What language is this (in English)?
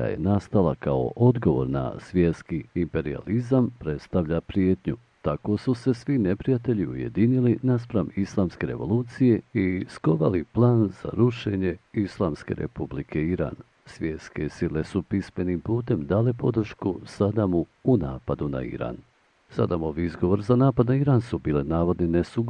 Bosnian